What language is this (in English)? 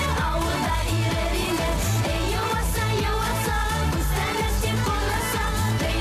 Bashkir